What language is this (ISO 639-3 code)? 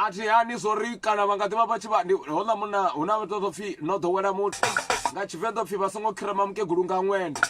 ven